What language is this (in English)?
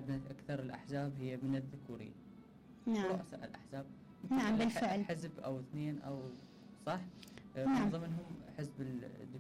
Mesopotamian Arabic